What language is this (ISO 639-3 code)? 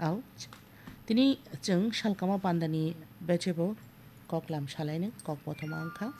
trp